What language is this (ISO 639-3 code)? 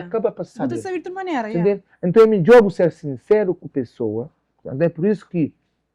kea